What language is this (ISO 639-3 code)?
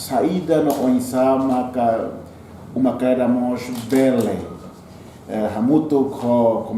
tet